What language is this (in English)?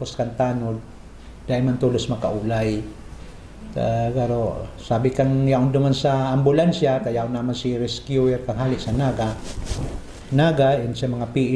Bikol